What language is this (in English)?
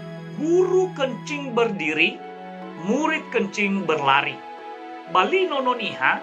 Nias